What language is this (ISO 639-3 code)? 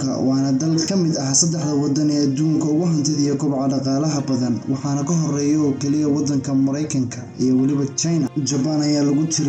som